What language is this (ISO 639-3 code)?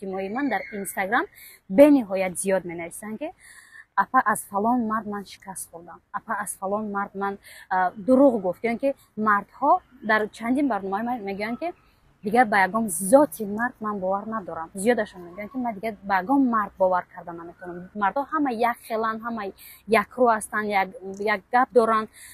tgk